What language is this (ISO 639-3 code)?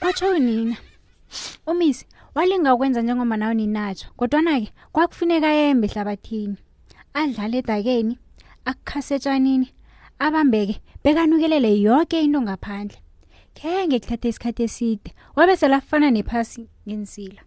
nbl